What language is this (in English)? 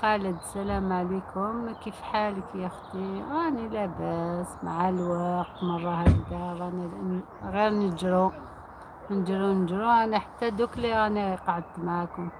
Algerian Arabic